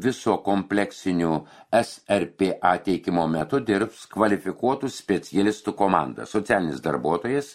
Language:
Lithuanian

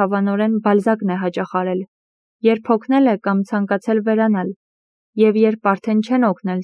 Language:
Armenian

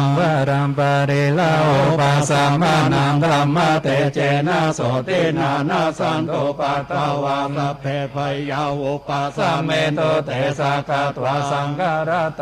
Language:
Pali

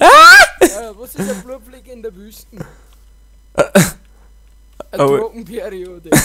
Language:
Bavarian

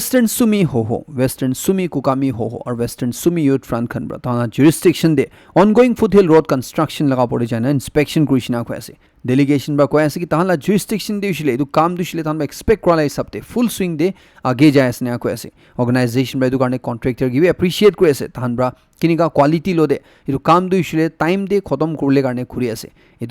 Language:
Naga Pidgin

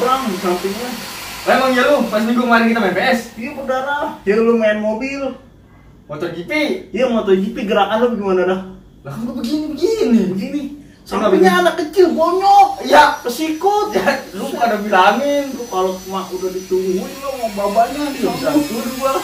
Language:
Betawi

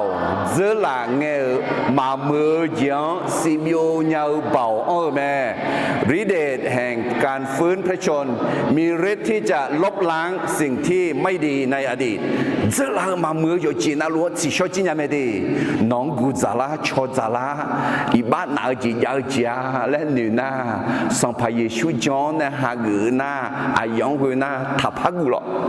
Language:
Akha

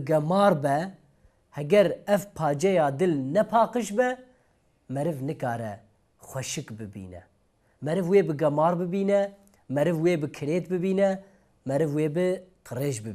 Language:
Kurdish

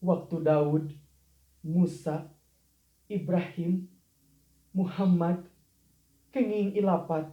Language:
Sundanese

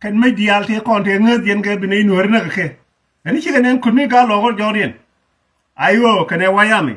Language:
Nuer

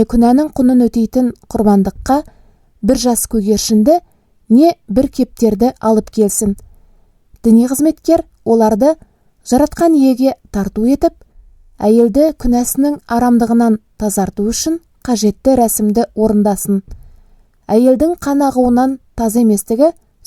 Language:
Kazakh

